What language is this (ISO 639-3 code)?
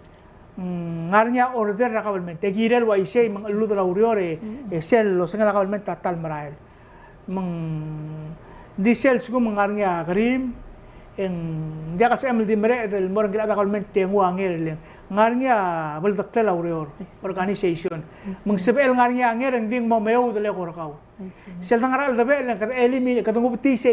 pau